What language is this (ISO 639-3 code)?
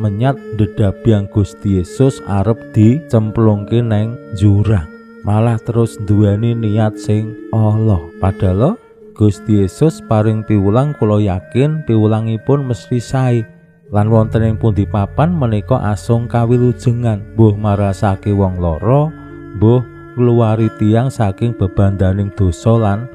jav